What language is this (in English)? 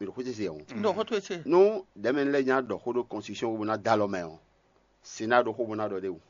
Fon